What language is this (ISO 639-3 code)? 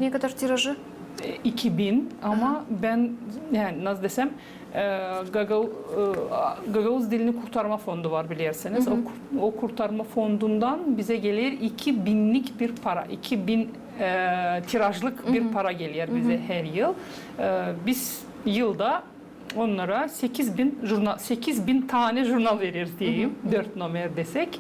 gag